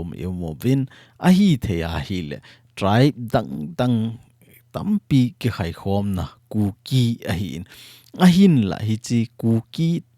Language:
Thado Chin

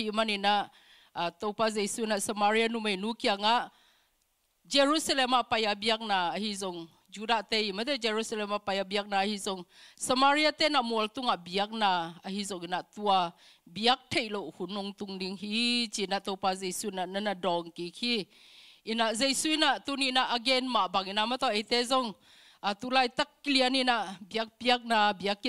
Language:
Tedim Chin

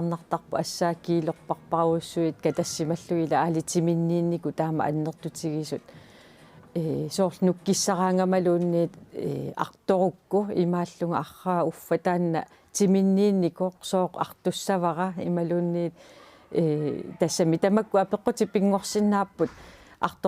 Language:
Kalaallisut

